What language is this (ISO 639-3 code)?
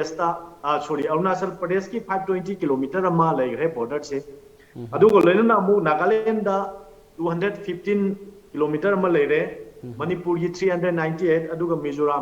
mni